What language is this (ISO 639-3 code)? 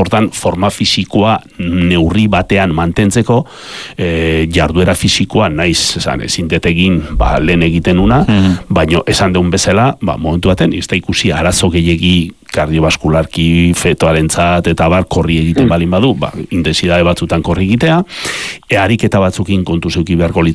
eus